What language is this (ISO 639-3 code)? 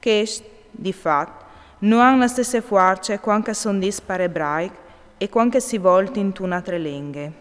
fur